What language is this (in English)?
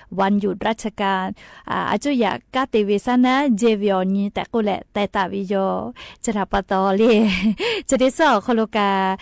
Lahu